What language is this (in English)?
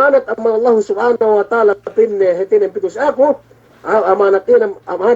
Yakan